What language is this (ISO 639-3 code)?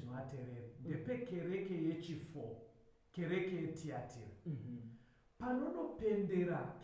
sna